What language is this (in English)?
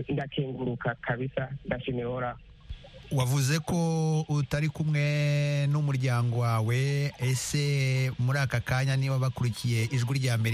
Kinyarwanda